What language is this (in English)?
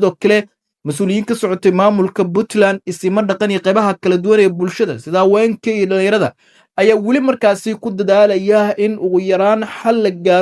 Somali